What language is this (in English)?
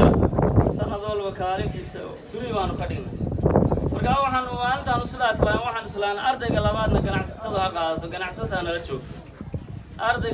Somali